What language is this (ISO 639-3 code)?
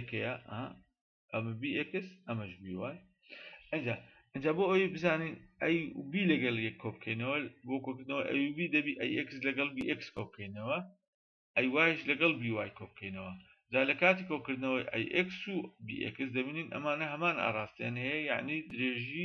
ckb